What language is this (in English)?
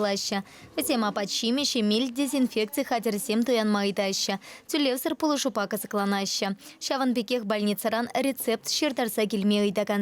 Chuvash